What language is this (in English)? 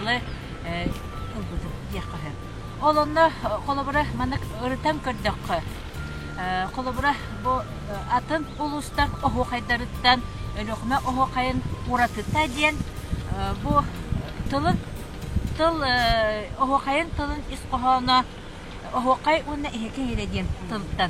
Yakut